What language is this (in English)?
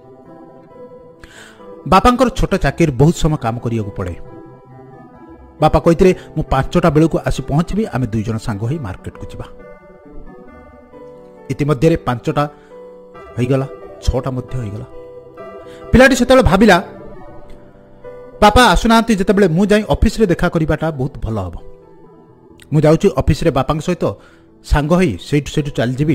Odia